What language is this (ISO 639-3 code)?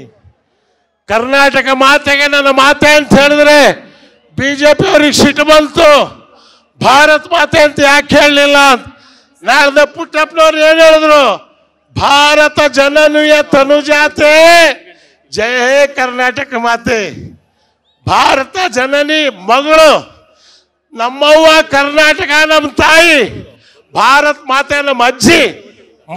kan